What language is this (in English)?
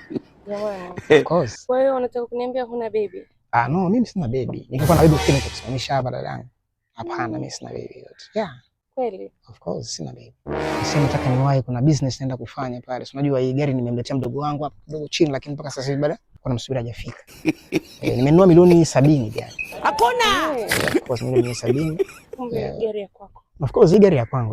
Swahili